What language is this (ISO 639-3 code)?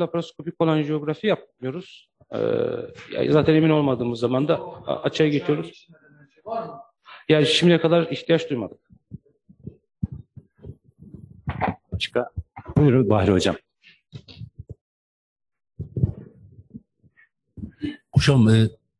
tur